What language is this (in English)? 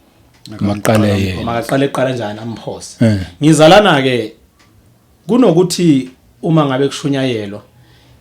Zulu